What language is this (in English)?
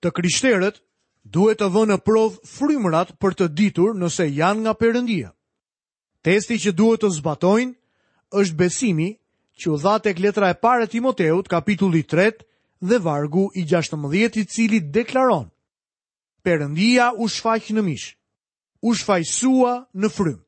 Albanian